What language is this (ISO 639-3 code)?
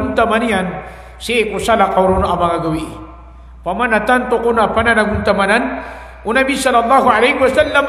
mrw